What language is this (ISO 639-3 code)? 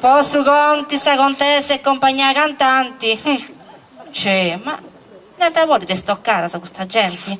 srd